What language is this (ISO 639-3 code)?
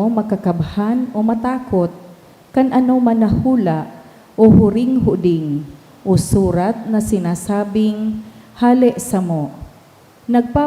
bik